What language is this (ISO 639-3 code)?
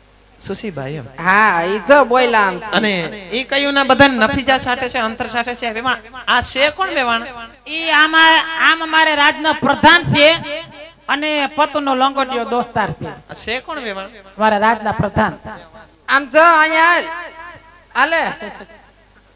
guj